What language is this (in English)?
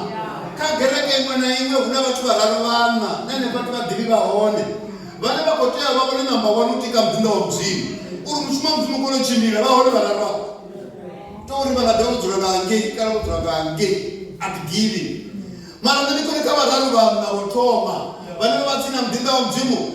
Venda